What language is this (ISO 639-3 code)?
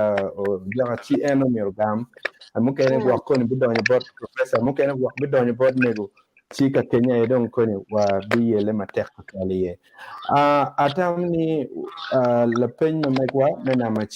ach